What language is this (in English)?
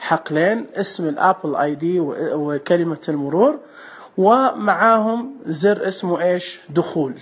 Najdi Arabic